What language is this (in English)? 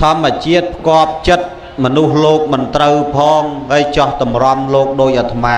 Khmer